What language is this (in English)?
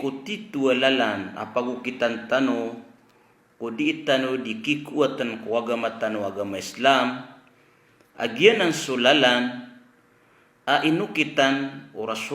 Maranao